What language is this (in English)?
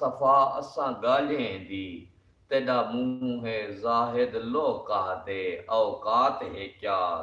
Saraiki